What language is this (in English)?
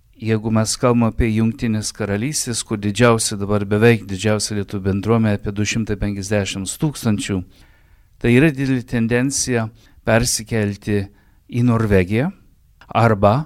Lithuanian